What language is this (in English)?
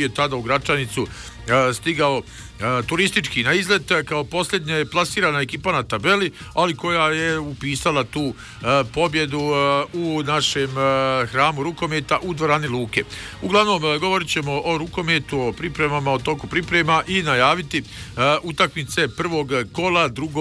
Bosnian